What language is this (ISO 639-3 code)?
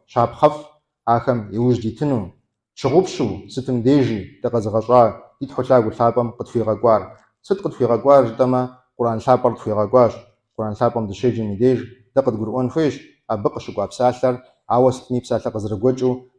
kbd